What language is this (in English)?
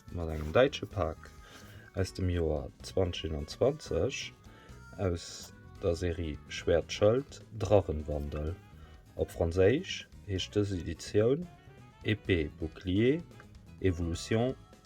Luxembourgish